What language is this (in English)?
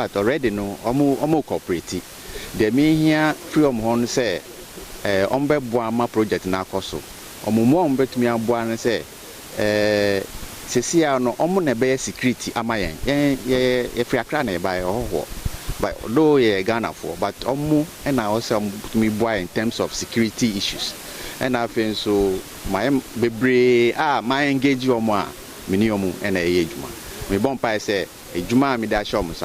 Akan